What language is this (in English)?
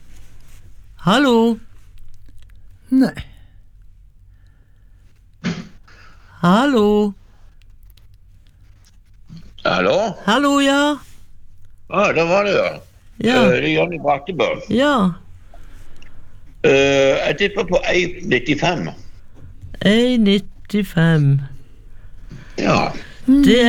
Norwegian